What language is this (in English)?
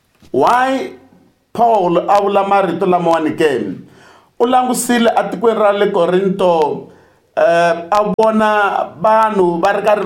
Tsonga